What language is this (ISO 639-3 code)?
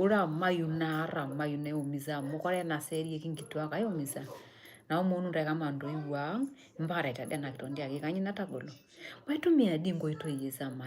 mas